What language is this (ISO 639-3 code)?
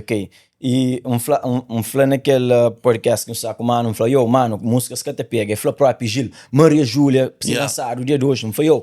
kea